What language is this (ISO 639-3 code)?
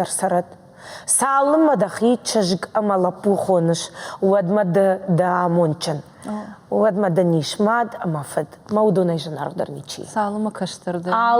oss